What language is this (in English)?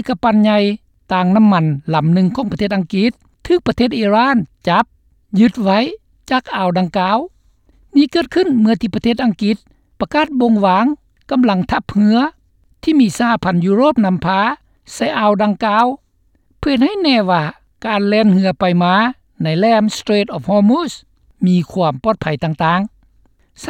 Lao